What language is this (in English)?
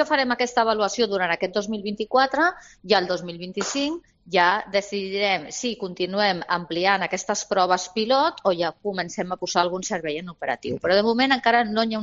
Catalan